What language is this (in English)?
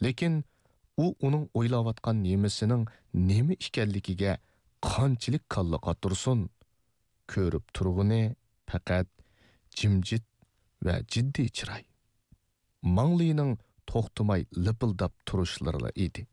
Uyghur